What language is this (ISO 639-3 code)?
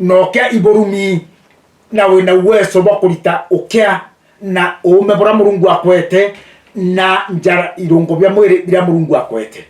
mer